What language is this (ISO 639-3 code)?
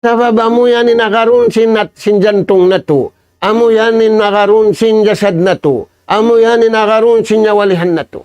tsg